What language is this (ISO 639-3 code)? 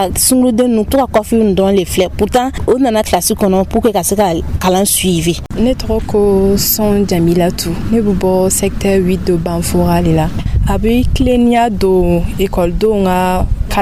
dyu